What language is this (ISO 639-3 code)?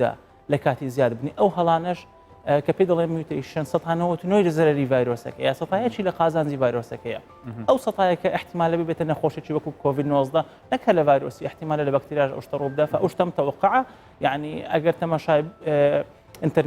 ckb